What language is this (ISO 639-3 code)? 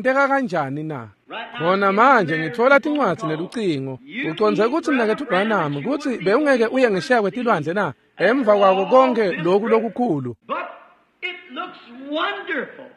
ssw